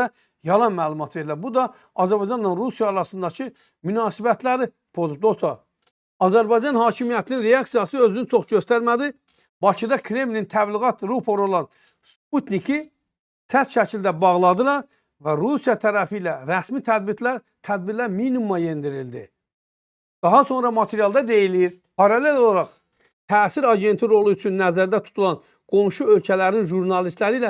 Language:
Azerbaijani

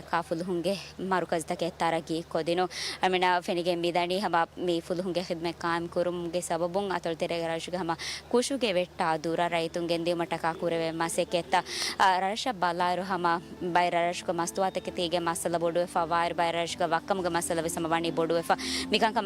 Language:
Divehi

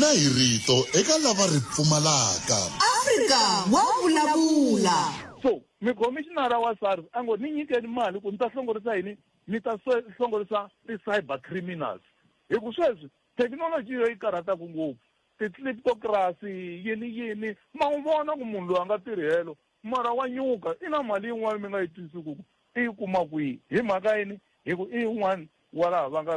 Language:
Tsonga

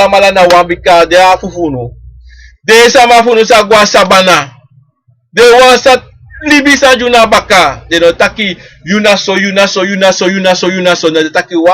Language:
Sranan Tongo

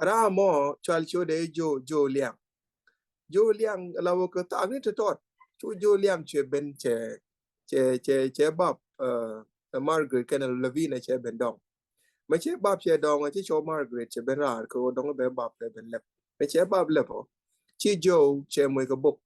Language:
Nuer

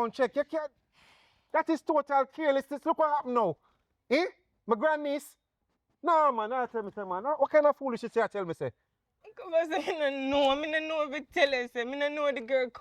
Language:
Jamaican Creole English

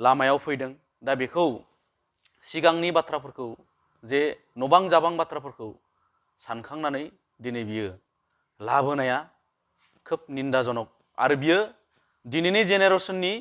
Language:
Bodo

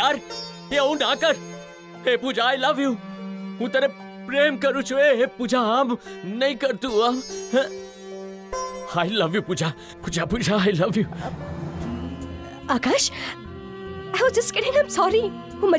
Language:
Gujarati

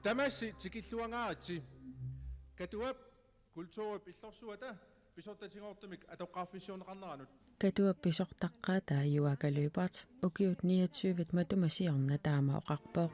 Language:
Kalaallisut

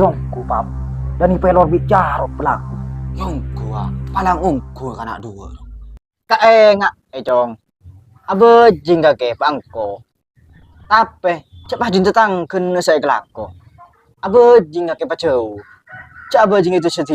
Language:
Madurese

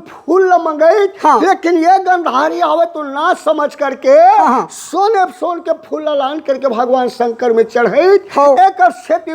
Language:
Chhattisgarhi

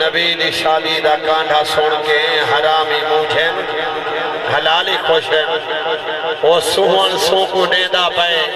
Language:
Saraiki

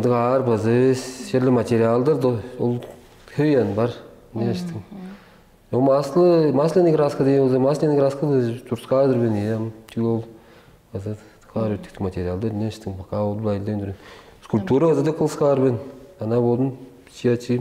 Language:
Tuvinian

